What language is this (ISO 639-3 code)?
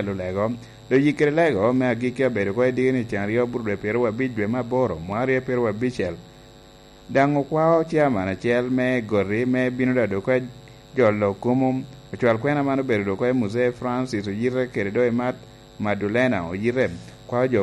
laj